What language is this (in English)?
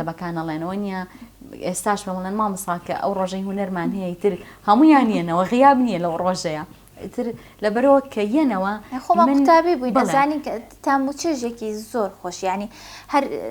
Central Kurdish